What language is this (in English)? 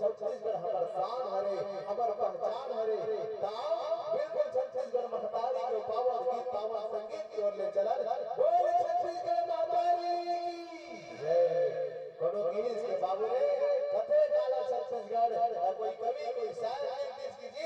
Chhattisgarhi